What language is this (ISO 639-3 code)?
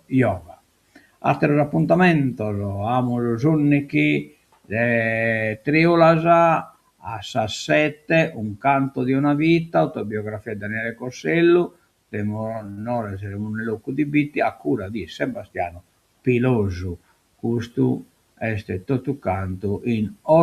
srd